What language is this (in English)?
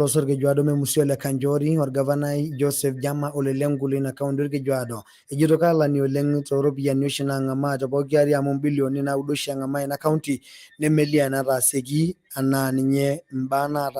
Masai